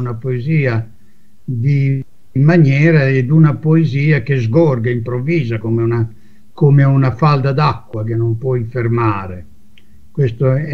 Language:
Italian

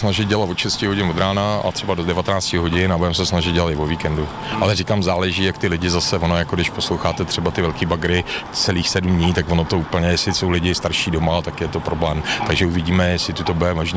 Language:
Czech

